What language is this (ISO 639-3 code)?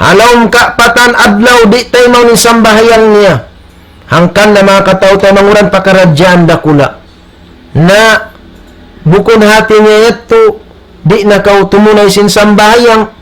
tsg